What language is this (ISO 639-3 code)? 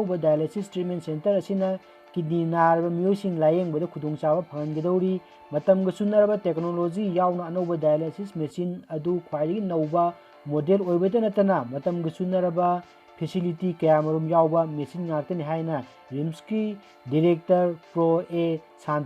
mni